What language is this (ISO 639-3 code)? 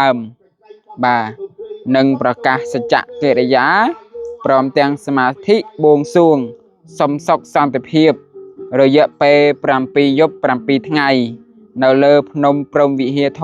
khm